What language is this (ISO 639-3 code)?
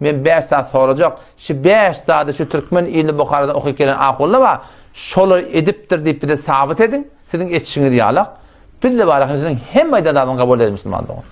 tuk